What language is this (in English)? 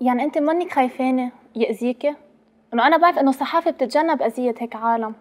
North Levantine Arabic